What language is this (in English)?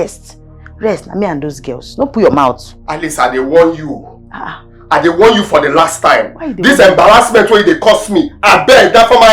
Nigerian Pidgin